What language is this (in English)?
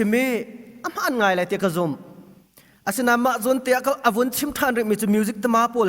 Hakha Chin